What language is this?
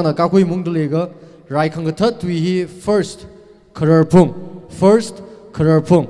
Tangkhul Naga (India)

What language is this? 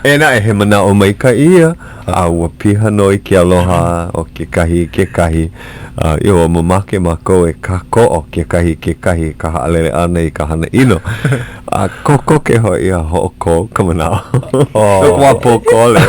Hawaiian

